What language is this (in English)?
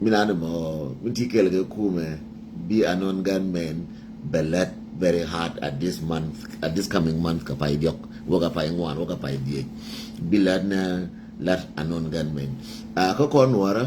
Nuer